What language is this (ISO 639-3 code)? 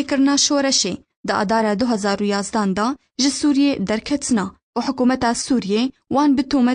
kur